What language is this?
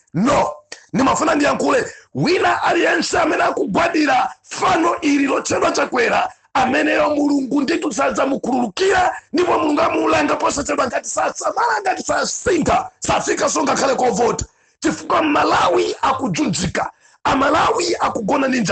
Nyanja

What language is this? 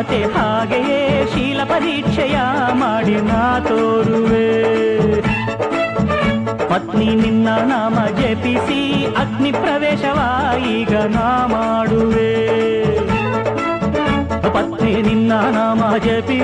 Kannada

